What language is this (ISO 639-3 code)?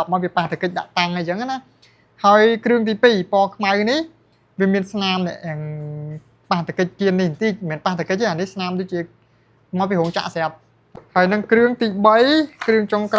khm